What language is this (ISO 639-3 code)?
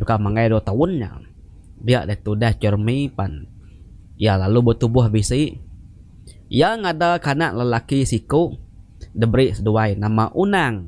iba